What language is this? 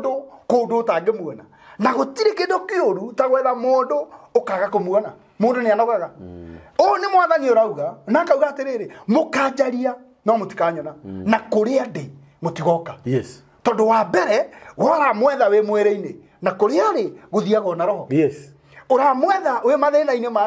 Kikuyu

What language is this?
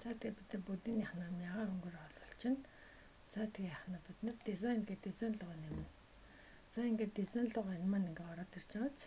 Mongolian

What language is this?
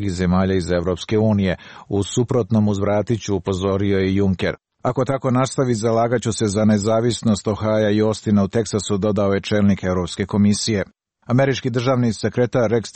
Croatian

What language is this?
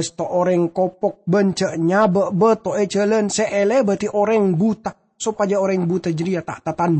Madurese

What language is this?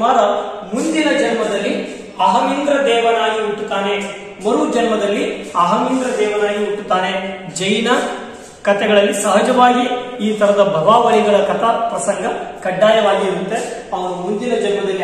Kannada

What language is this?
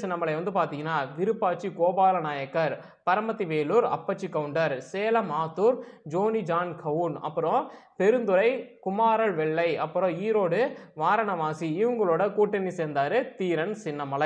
Tamil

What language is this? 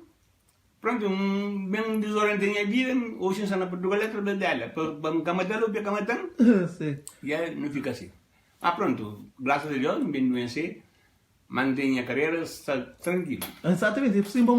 Kabuverdianu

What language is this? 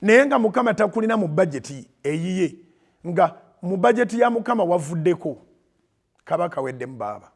Ganda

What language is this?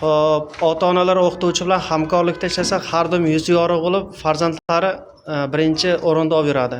Uzbek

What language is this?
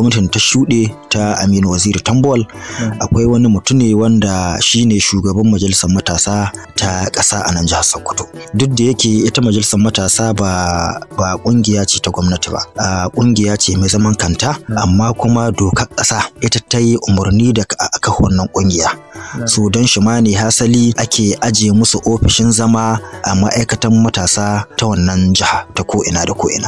Hausa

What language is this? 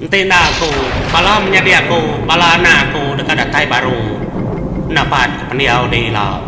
Iban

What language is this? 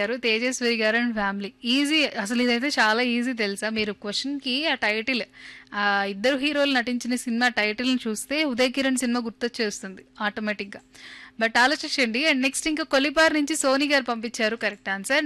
Telugu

